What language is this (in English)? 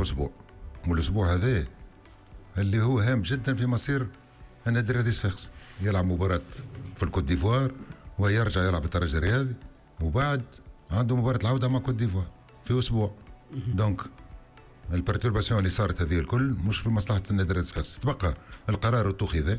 Tunisian Arabic